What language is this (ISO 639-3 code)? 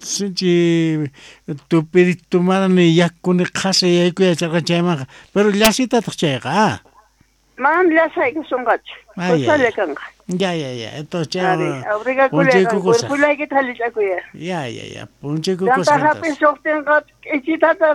quh